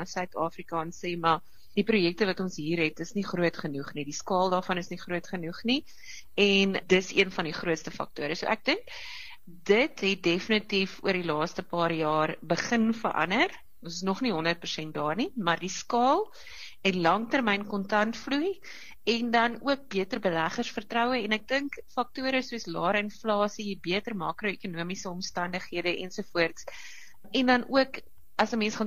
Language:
Afrikaans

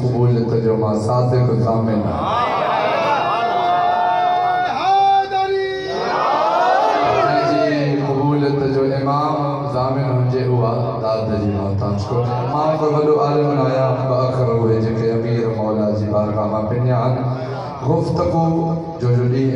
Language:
Sindhi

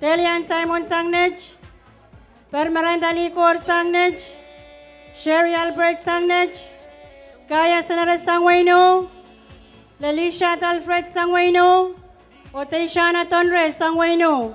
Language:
Pohnpeian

